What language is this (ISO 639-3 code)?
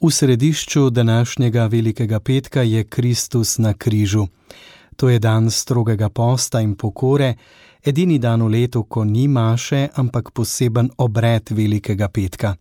slv